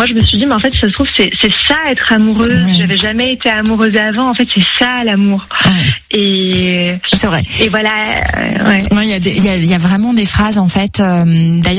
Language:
French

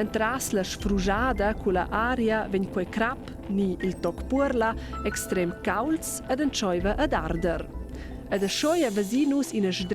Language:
Romansh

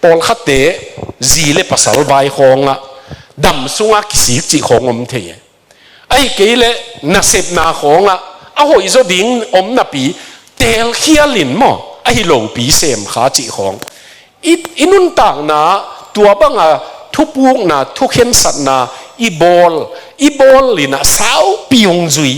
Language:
Tedim Chin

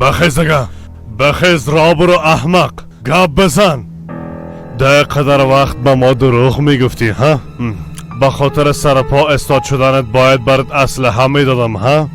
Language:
Persian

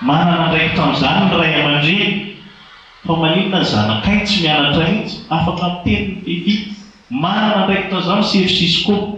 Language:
Malagasy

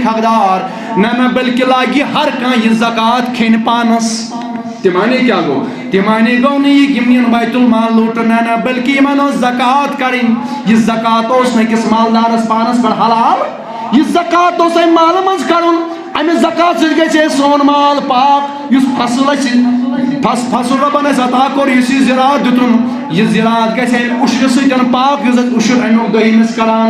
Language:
Kashmiri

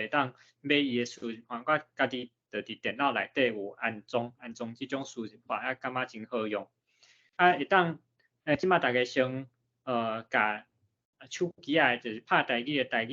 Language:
Min Nan Chinese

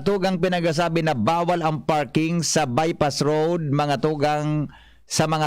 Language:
Bikol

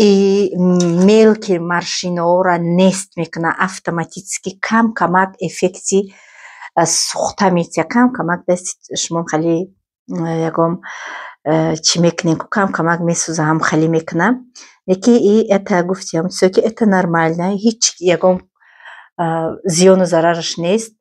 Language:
Tajik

